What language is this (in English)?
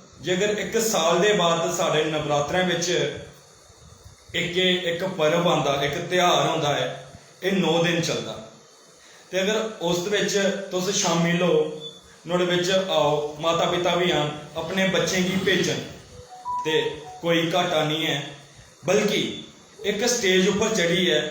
Dogri